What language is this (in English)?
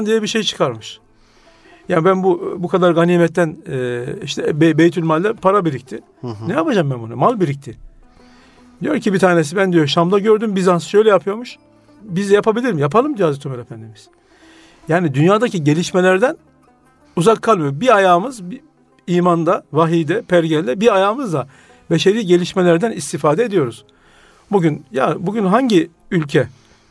Turkish